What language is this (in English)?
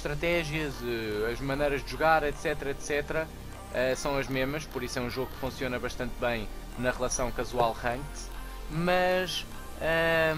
Portuguese